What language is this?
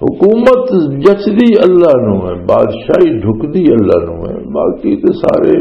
Western Panjabi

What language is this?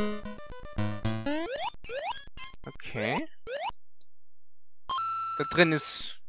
German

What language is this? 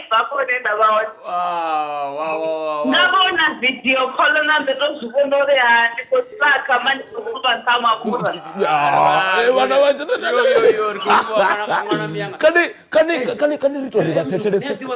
Venda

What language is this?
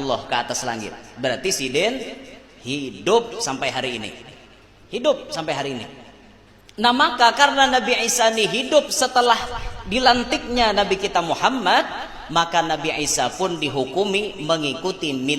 Banjar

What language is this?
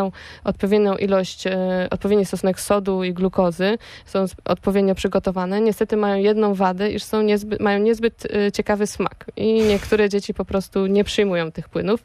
Polish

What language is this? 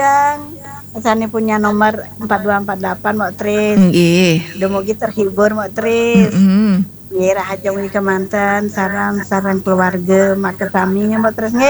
Balinese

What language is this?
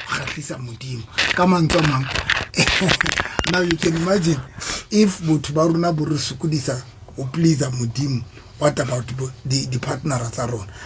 Southern Sotho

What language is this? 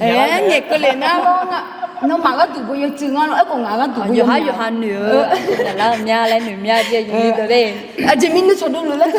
Akha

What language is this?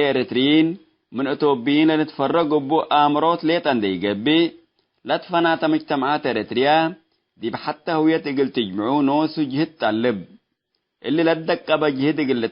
Tigre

